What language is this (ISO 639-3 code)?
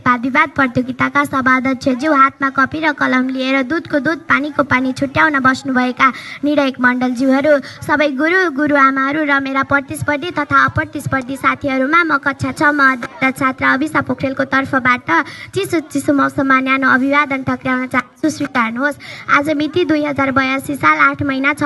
nep